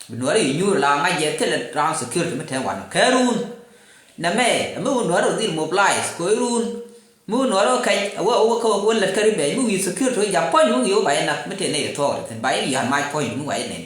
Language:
Nuer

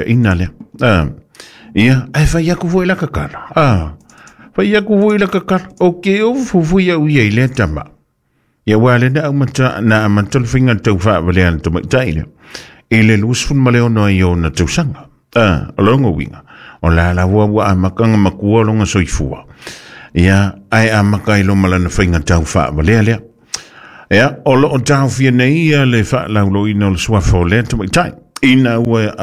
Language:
Samoan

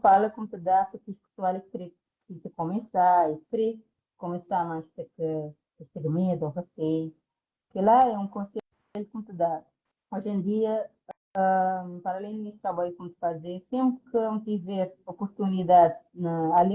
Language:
Kabuverdianu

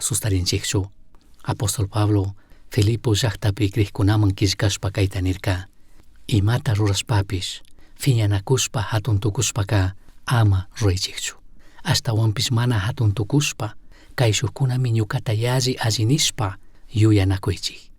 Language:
Chimborazo Highland Quichua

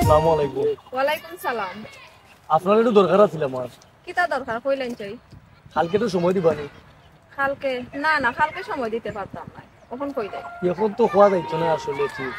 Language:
Sylheti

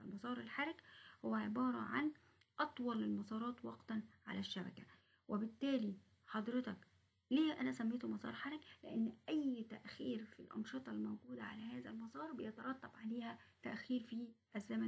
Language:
Egyptian Arabic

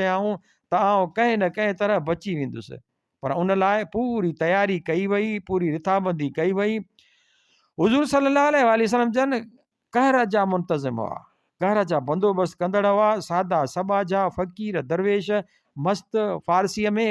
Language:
Sindhi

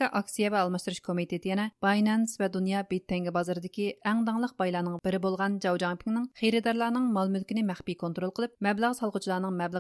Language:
Uyghur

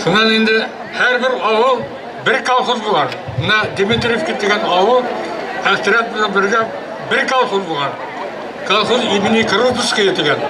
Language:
Bashkir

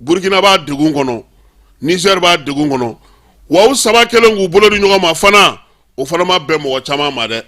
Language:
Bambara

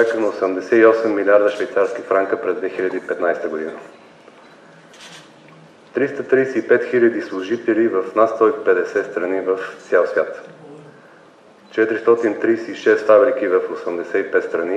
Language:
Bulgarian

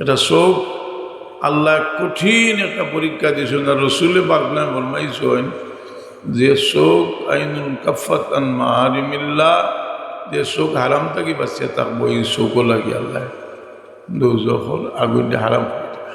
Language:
Sylheti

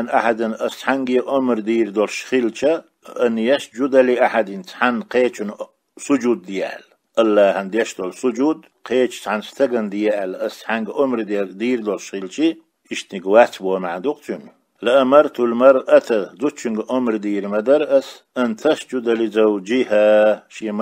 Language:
Chechen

